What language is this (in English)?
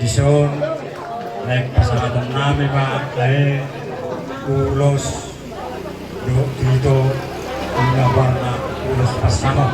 Batak Toba